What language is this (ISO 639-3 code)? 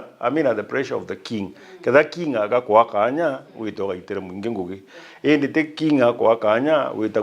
mer